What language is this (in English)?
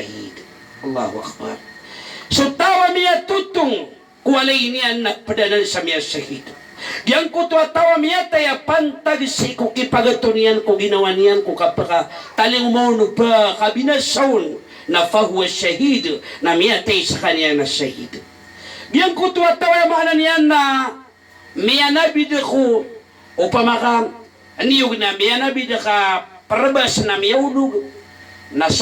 Maranao